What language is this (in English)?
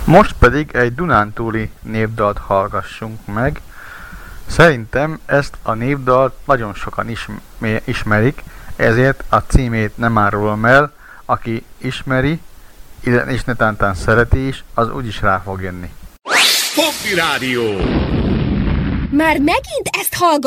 Hungarian